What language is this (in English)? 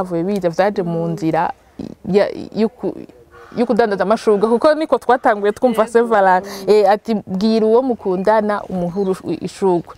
Rundi